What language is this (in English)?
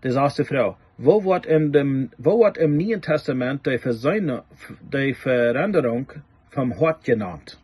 Plautdietsch